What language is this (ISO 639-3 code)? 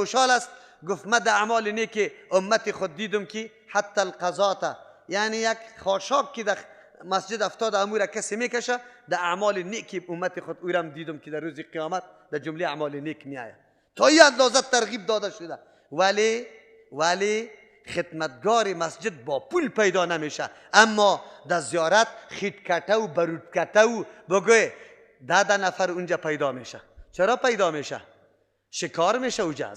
fas